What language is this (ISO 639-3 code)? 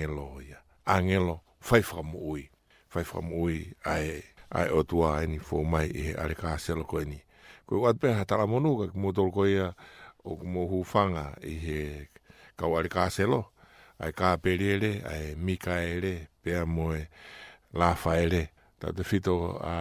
ton